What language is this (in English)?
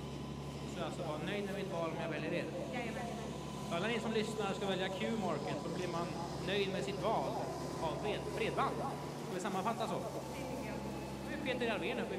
Swedish